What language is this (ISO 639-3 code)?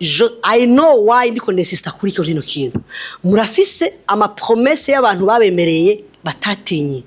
run